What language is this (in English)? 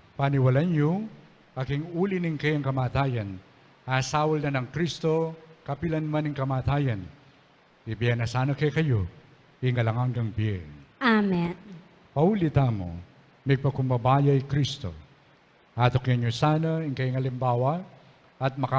Pampanga